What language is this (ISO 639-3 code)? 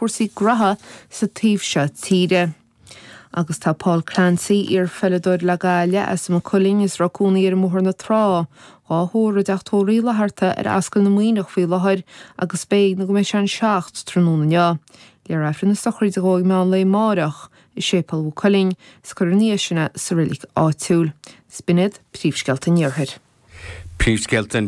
gle